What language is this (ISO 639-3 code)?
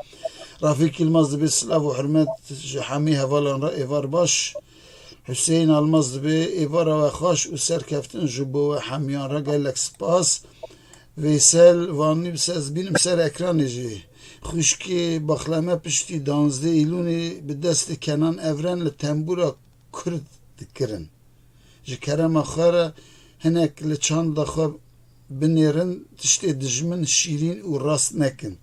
kur